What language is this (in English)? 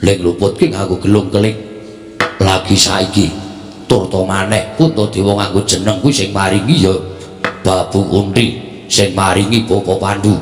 Javanese